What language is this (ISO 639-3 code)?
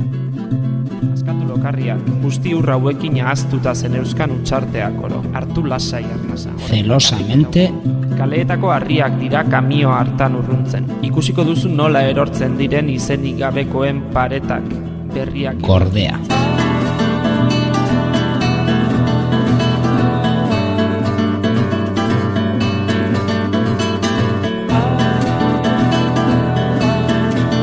eus